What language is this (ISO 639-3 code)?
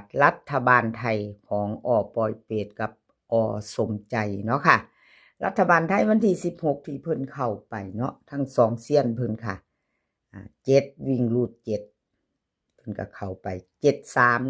tts